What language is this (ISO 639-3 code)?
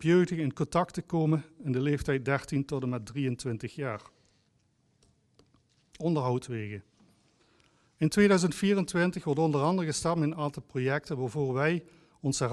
nld